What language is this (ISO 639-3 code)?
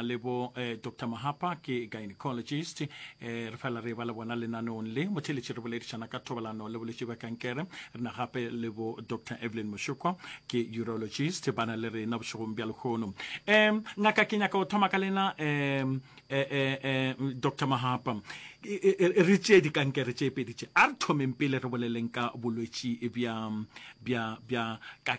nso